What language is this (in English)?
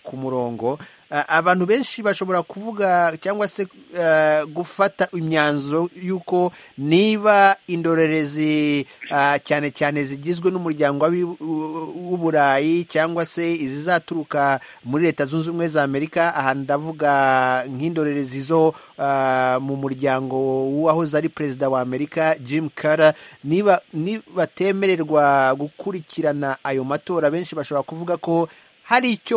Kinyarwanda